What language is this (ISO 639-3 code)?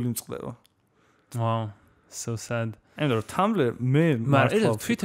kat